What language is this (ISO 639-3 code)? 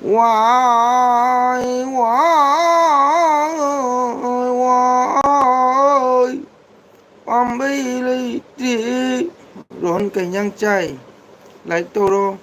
mni